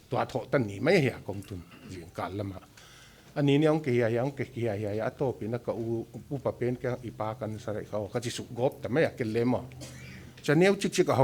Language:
Paite Chin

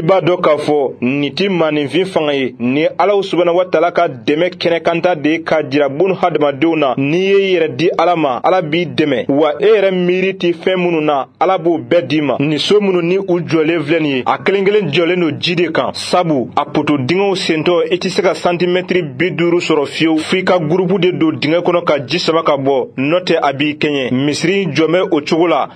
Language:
Bambara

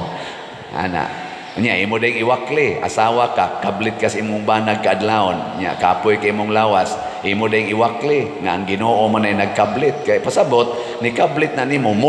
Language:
Cebuano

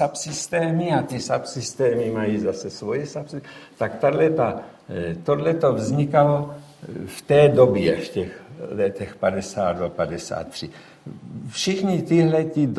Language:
Czech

